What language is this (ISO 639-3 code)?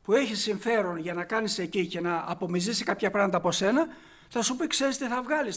ell